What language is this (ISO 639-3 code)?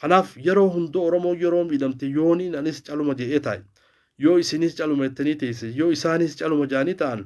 orm